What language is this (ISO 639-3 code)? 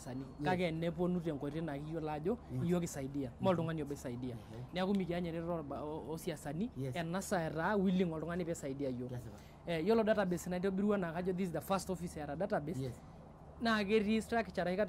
mas